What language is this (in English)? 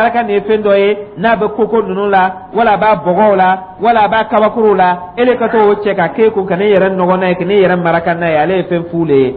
Dyula